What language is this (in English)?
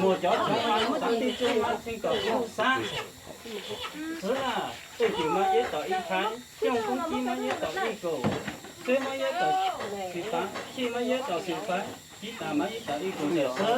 Hmong